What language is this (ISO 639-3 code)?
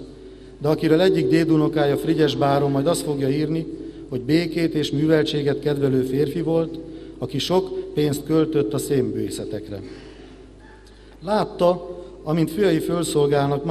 hun